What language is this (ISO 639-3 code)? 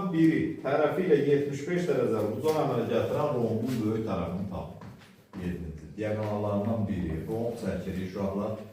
aze